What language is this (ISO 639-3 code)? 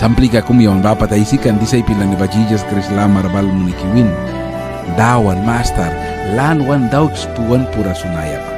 miq